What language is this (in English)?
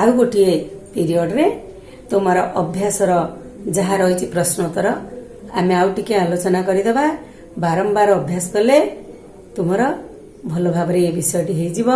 Odia